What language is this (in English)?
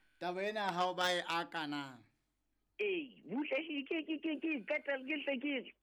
Southern Sotho